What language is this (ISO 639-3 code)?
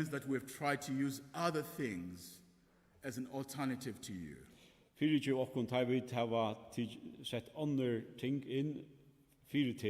fao